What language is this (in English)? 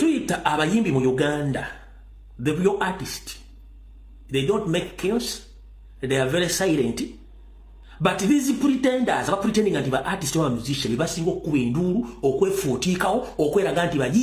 Ganda